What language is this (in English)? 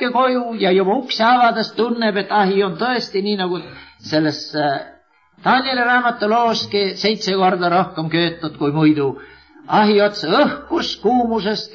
Estonian